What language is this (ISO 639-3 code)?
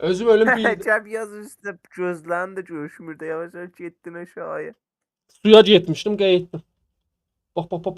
azb